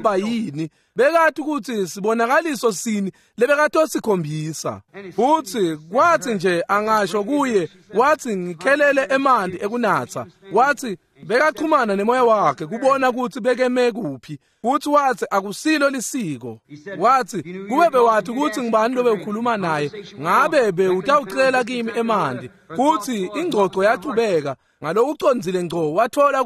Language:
Swati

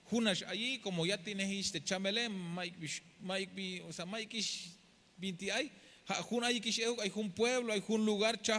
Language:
Tzeltal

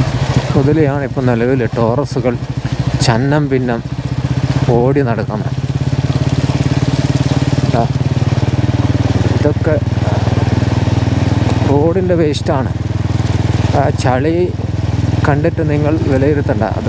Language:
Malayalam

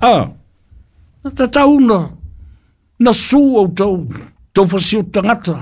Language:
Samoan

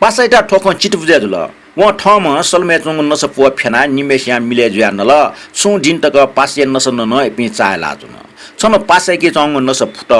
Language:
Newari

